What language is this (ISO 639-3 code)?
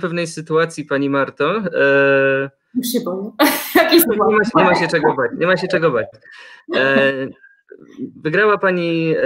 pol